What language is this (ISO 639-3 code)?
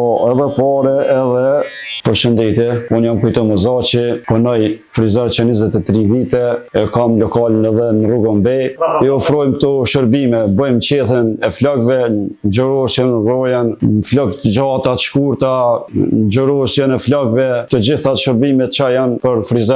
sqi